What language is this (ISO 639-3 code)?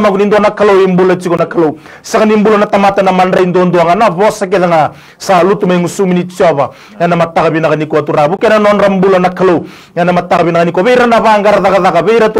fij